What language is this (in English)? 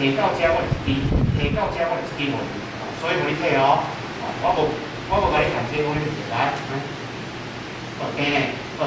Min Nan Chinese